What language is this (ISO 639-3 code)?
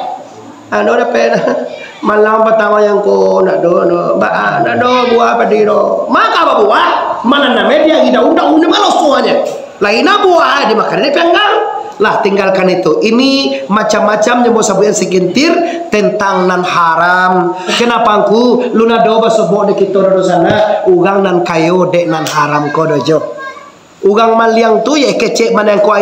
min